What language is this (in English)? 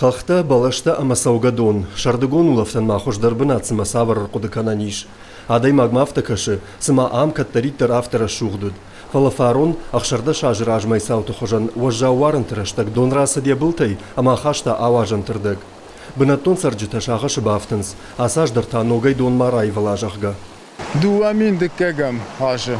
Ossetic